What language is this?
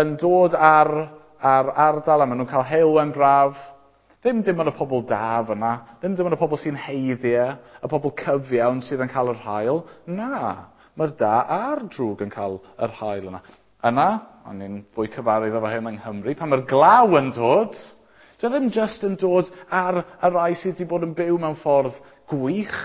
Welsh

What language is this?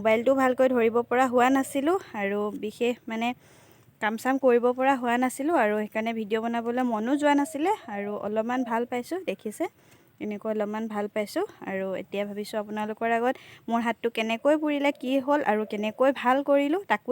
Assamese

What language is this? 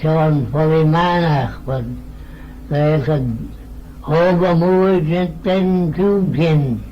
Manx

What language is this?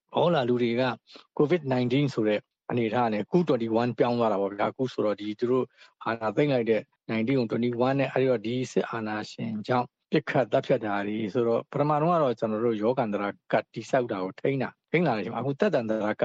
Burmese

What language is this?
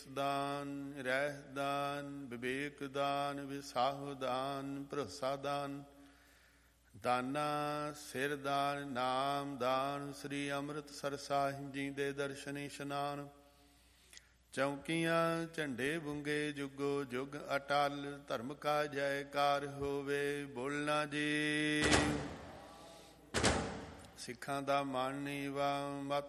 Punjabi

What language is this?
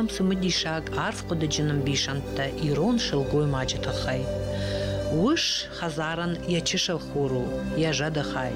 Ossetic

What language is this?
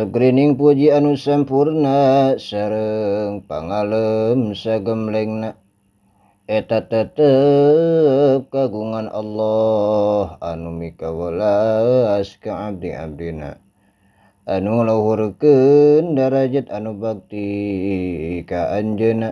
Sundanese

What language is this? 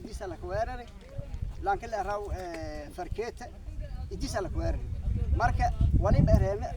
Somali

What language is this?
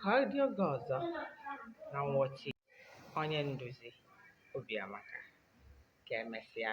Igbo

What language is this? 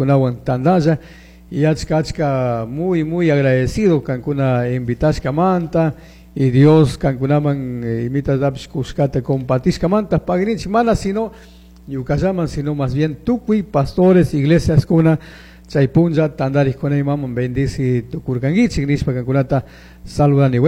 Chimborazo Highland Quichua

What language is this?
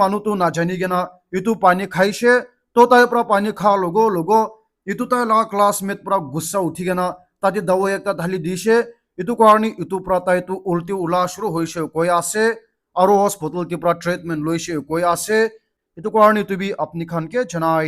Naga Pidgin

